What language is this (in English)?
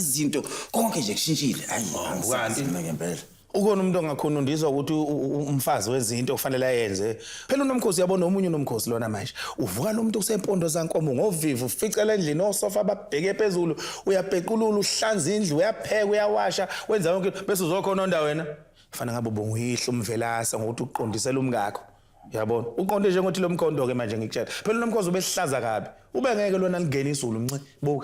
Zulu